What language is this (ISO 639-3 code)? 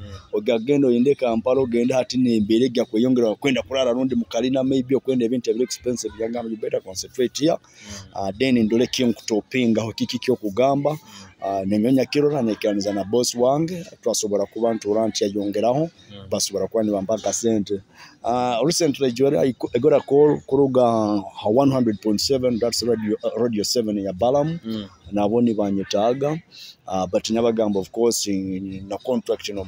nyo